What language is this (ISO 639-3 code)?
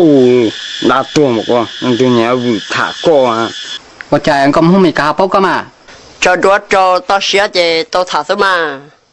hmn